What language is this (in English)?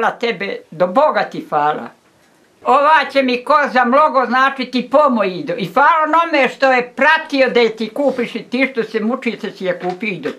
Bosnian